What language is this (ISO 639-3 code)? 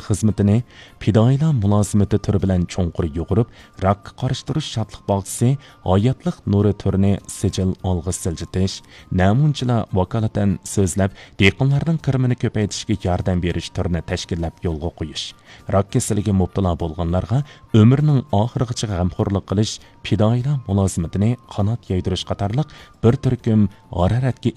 uig